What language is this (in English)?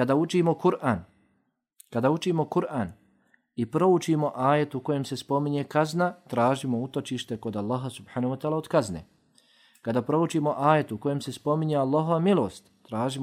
Bosnian